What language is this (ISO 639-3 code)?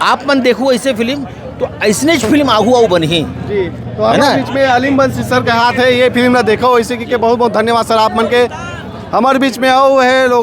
hne